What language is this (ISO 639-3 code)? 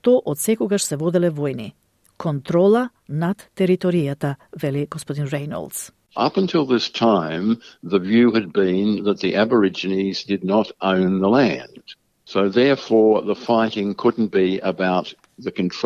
mkd